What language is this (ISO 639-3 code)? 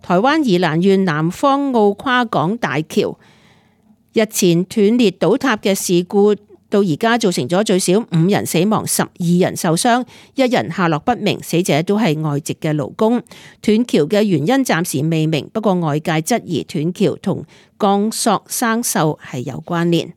yue